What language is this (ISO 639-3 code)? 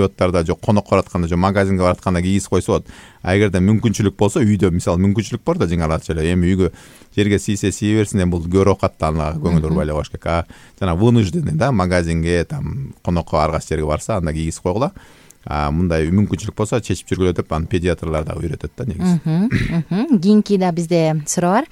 kir